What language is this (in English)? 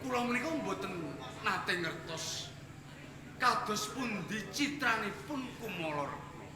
Javanese